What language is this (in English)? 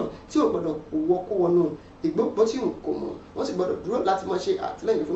Yoruba